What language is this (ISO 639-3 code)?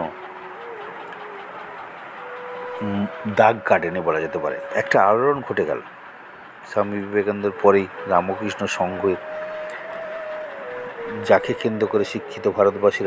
ben